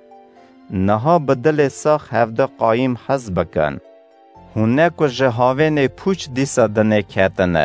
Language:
Kurdish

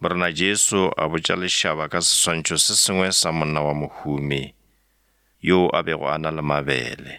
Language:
Northern Sotho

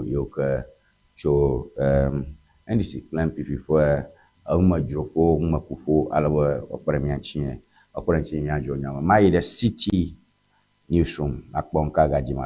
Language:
Ewe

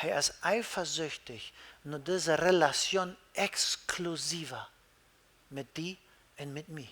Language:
Plautdietsch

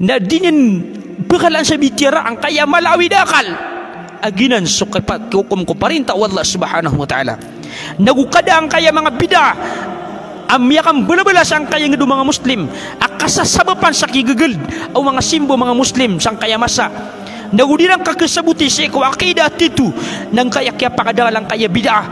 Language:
Maranao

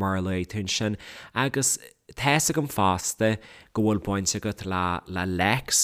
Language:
Irish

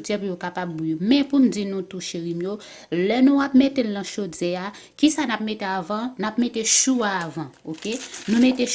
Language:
Haitian Creole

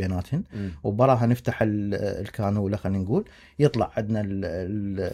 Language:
Mesopotamian Arabic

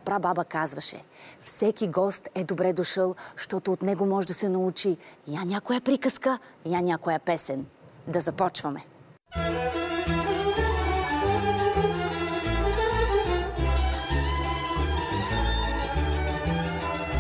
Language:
Bulgarian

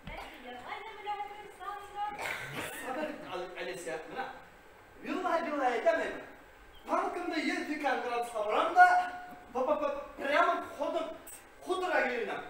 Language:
Bashkir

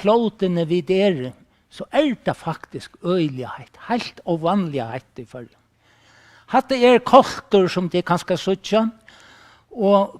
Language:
Faroese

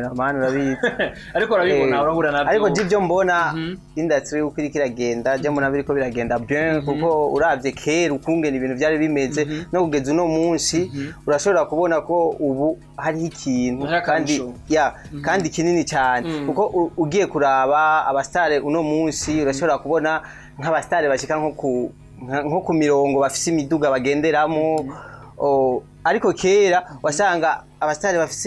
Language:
Rundi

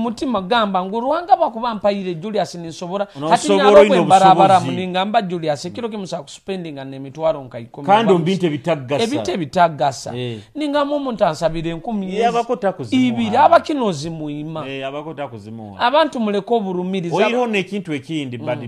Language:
Nyoro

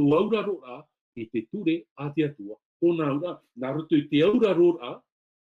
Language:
Tahitian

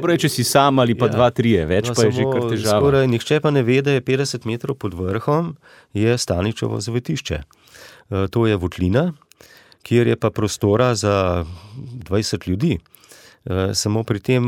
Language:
Slovenian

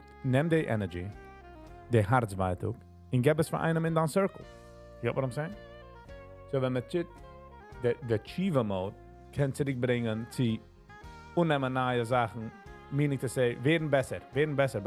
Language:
Yiddish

